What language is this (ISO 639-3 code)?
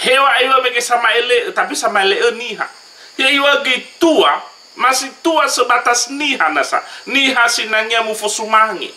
nia